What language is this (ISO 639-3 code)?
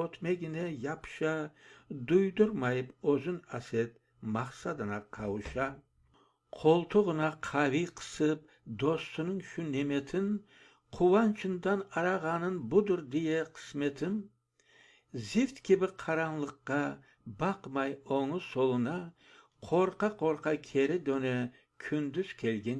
crh